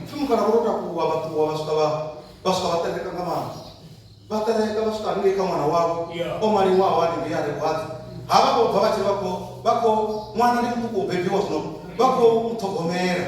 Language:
Venda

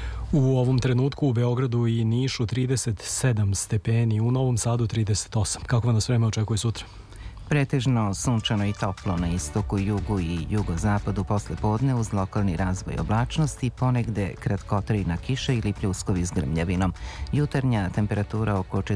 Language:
Serbian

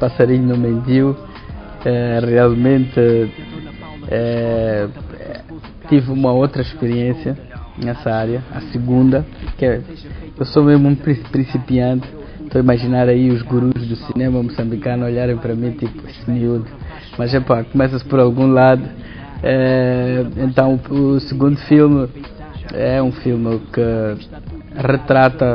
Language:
Portuguese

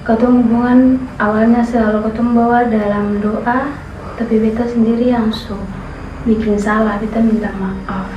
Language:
Ambonese Malay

